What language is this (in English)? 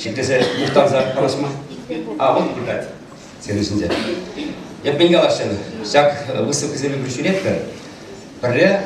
Chuvash